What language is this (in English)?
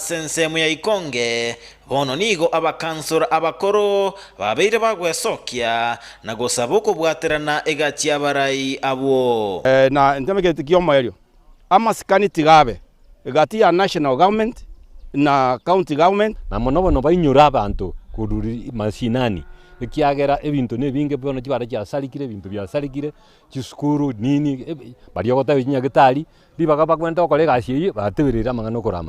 Gusii